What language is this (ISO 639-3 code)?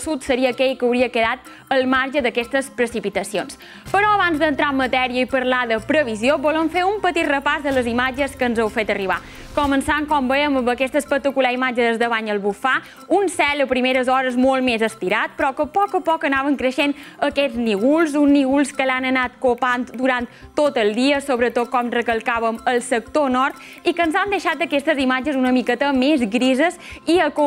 cat